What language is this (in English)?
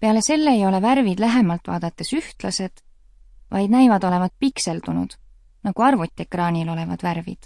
Estonian